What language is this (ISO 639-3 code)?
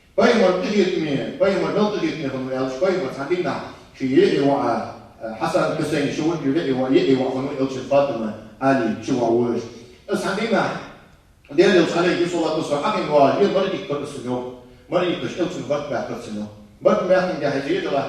inh